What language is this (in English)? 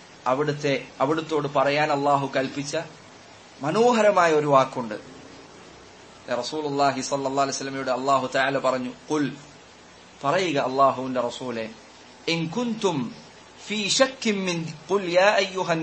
Malayalam